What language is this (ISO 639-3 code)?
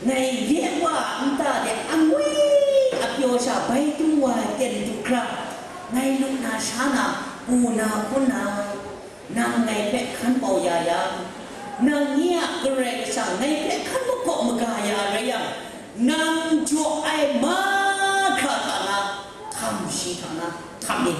kac